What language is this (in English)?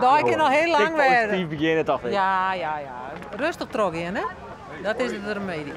Western Frisian